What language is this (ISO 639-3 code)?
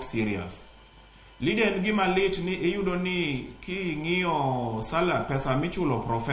luo